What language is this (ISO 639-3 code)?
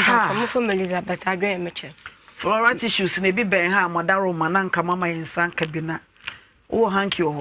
aka